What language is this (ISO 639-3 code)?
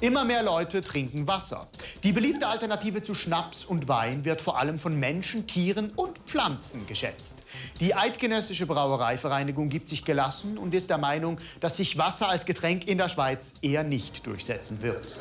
gsw